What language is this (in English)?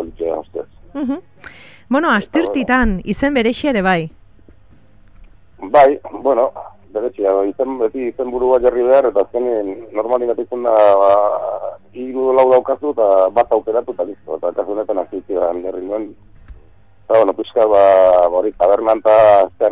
Basque